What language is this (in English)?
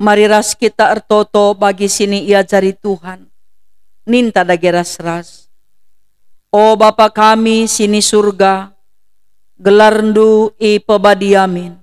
Batak Karo